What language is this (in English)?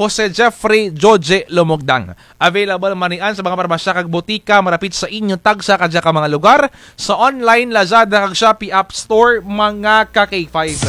Kinaray-a